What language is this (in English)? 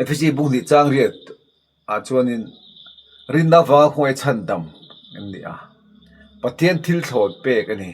Mizo